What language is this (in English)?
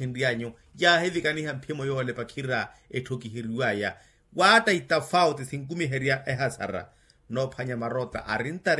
Makhuwa